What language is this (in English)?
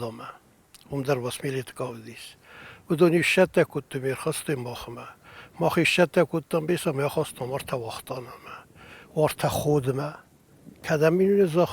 Ossetic